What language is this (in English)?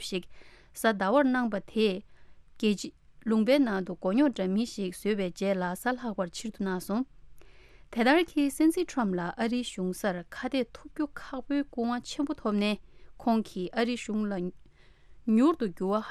Tibetan